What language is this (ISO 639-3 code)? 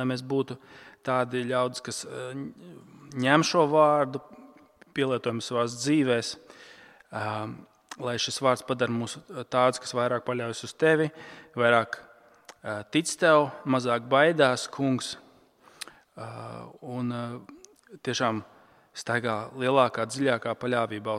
lav